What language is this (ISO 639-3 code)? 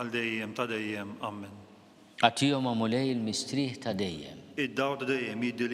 mlt